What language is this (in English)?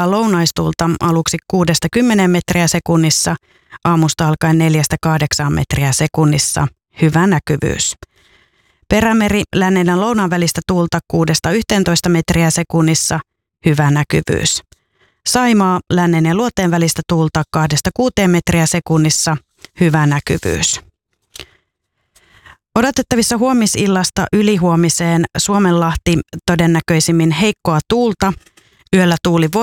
Finnish